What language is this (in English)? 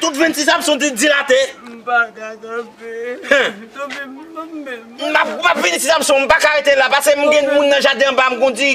Haitian Creole